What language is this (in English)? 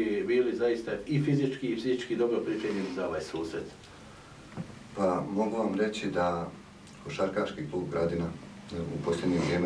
Bosnian